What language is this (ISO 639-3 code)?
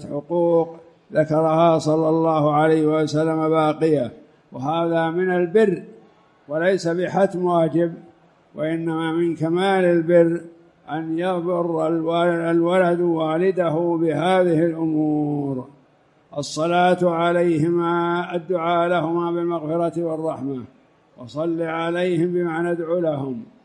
ara